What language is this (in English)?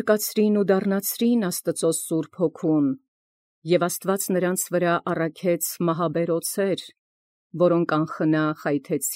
Armenian